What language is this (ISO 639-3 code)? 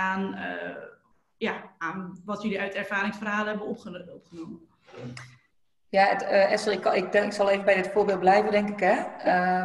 nld